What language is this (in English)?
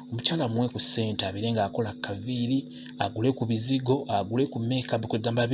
Ganda